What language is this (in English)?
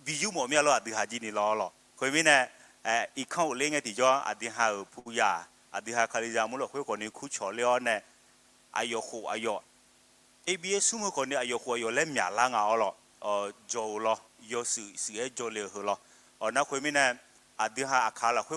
Akha